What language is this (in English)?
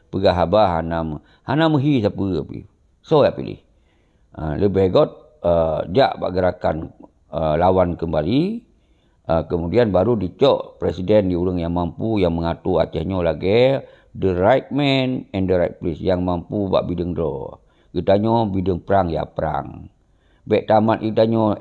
Achinese